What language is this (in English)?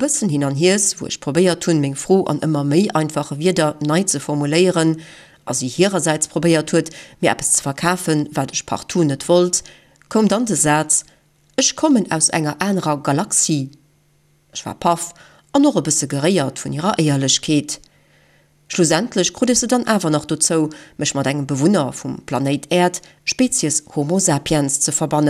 Luxembourgish